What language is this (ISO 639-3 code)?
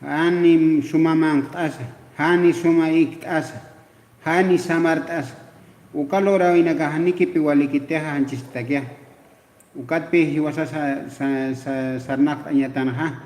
aym